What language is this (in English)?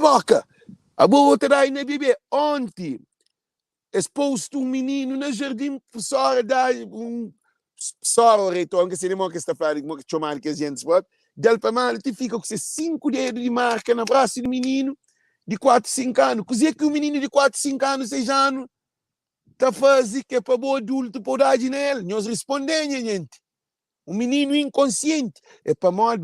Kabuverdianu